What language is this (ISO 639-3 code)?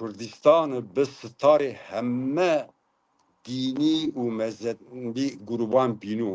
zza